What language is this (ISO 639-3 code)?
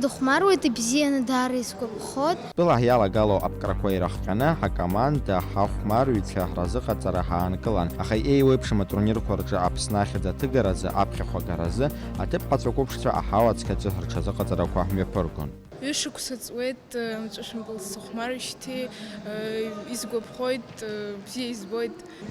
abk